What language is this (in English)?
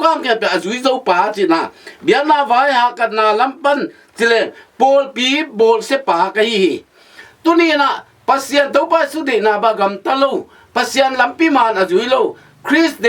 Tedim Chin